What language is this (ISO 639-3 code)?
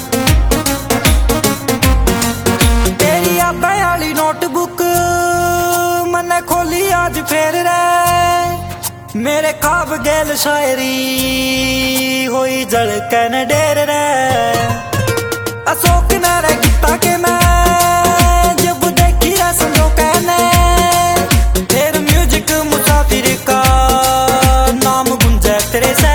bgc